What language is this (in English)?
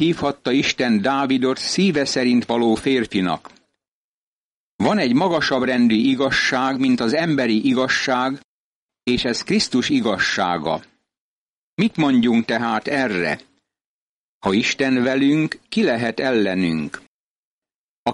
Hungarian